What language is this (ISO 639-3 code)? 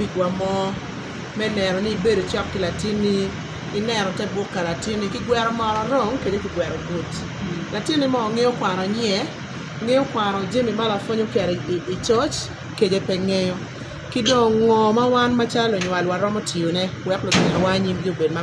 ach